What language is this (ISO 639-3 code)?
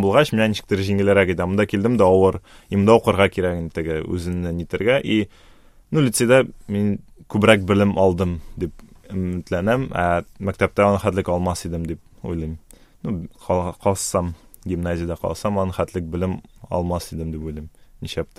tat